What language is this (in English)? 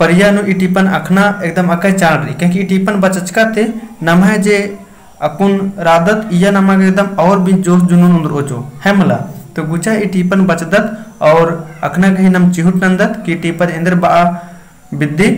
Kurukh